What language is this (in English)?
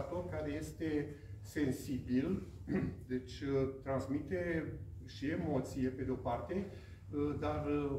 Romanian